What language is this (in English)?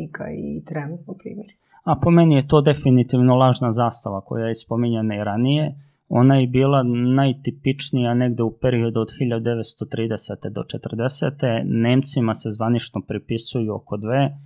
Serbian